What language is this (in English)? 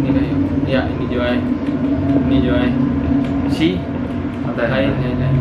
Banjar